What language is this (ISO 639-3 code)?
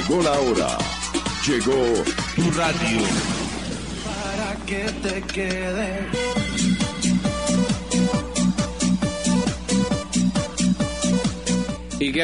spa